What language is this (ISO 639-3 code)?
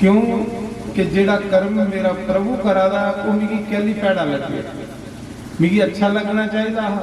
doi